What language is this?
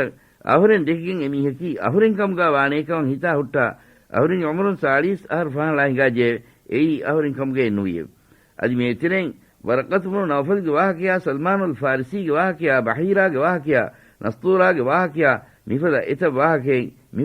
Divehi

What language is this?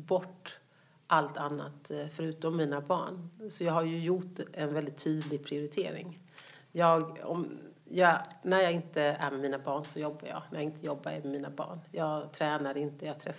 Swedish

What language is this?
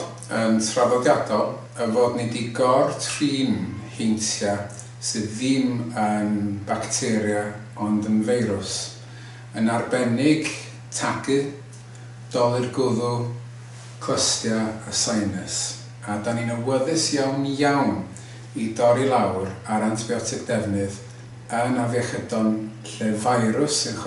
Welsh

